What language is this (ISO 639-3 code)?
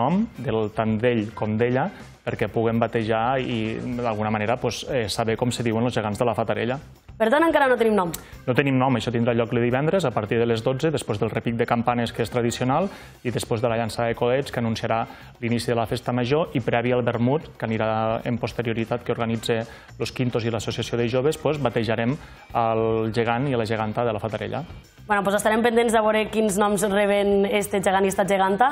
cat